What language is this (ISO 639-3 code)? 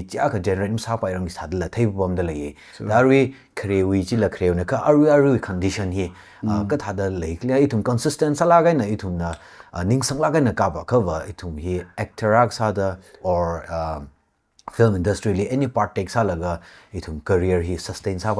nmf